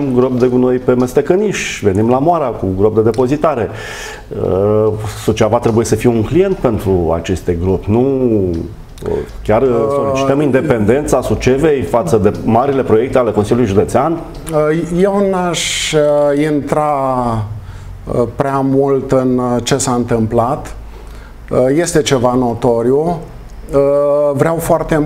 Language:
Romanian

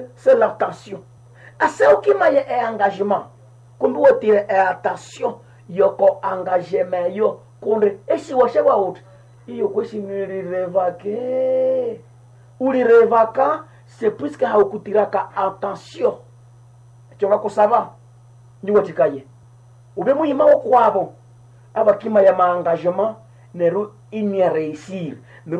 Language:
Nande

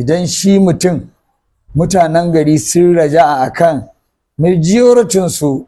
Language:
Hausa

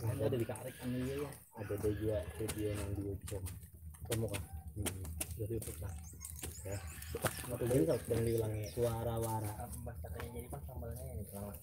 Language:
Banjar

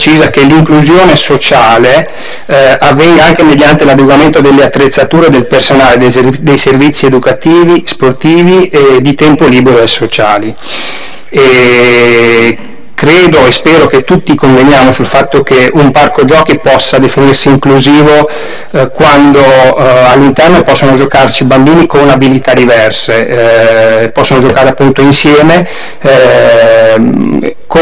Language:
Italian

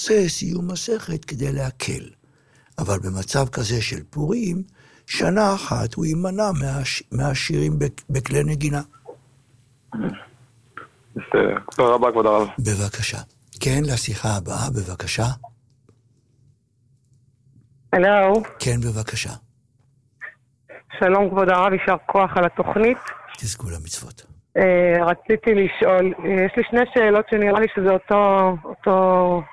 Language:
Hebrew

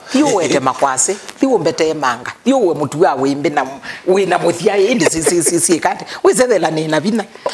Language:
Kamba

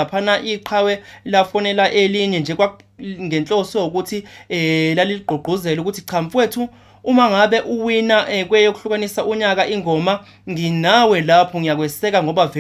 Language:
Zulu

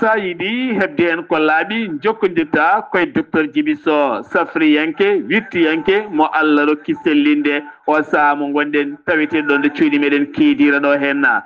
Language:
Fula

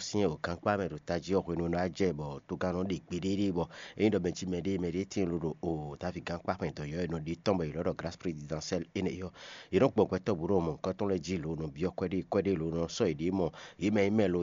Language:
Fon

